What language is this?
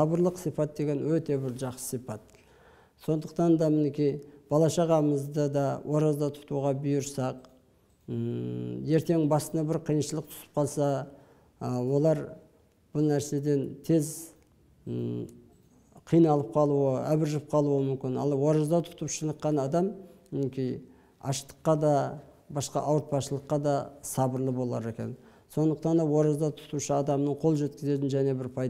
Kazakh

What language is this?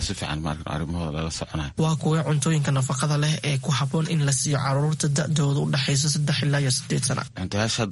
Somali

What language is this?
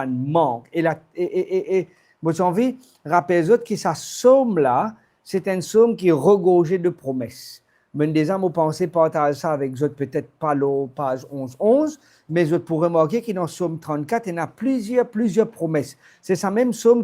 Morisyen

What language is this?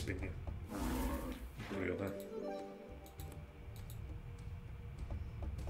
Finnish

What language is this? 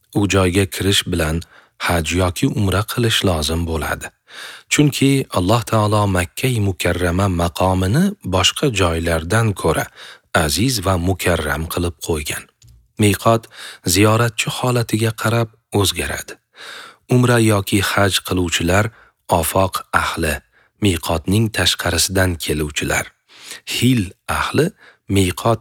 Uzbek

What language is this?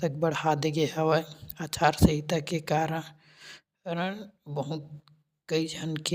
Chhattisgarhi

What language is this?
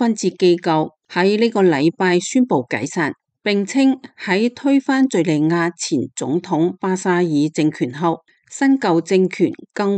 Cantonese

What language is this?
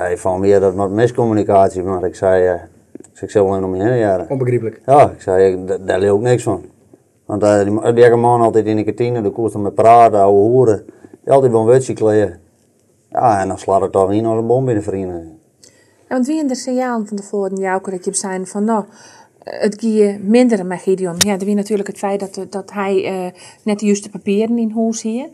Western Frisian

